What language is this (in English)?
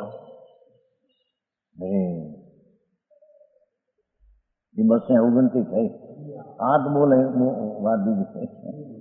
Gujarati